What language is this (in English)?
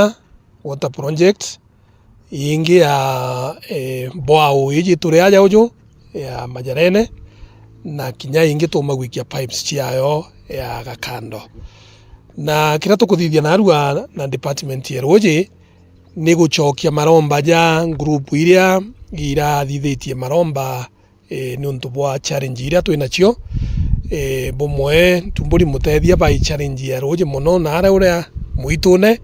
Meru